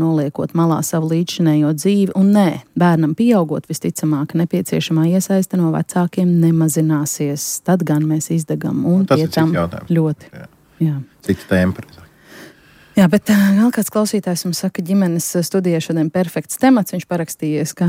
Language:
Latvian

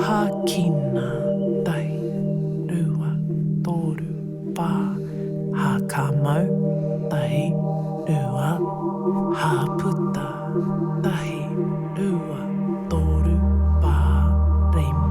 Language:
Māori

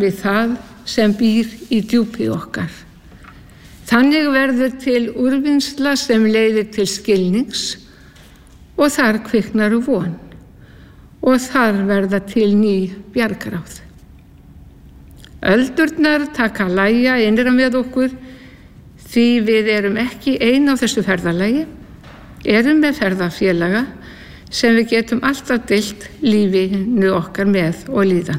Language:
Icelandic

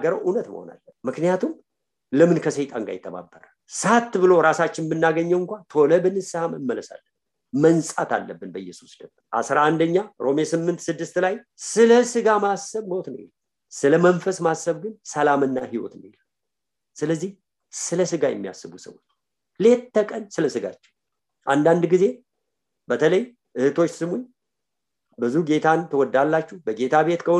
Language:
Amharic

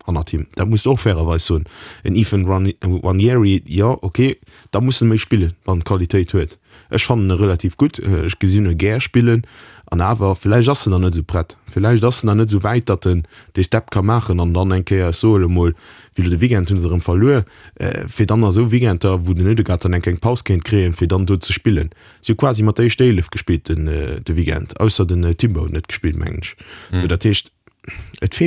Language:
Luxembourgish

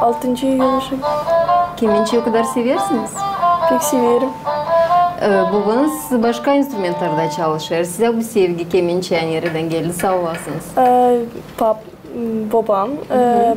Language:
Gagauz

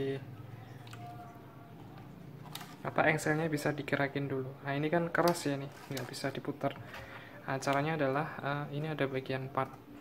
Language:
Indonesian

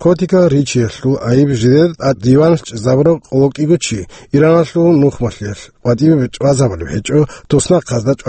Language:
Avaric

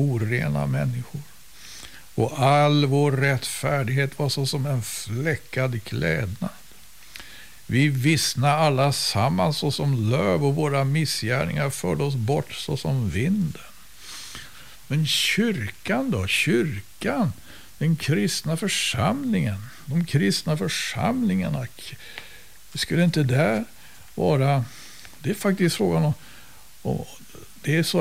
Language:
Swedish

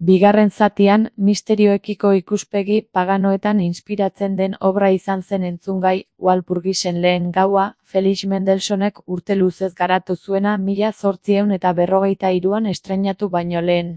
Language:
Basque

